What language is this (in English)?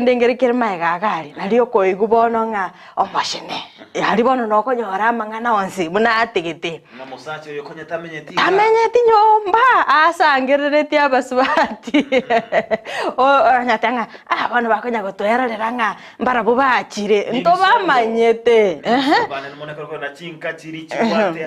Gusii